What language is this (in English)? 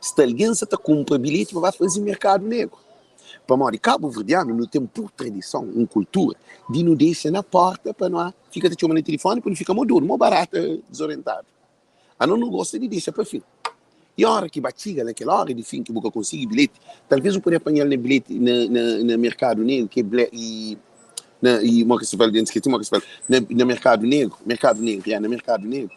Kabuverdianu